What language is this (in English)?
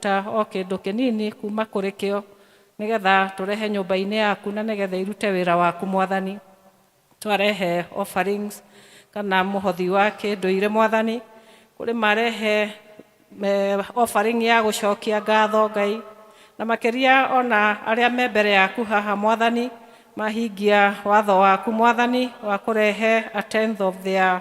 Kikuyu